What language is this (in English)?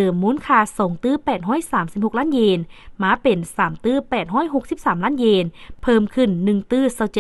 Lao